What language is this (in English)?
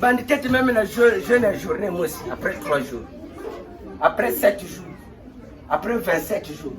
Kituba (Democratic Republic of Congo)